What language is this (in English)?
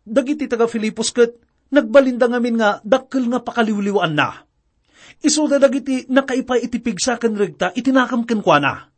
Iloko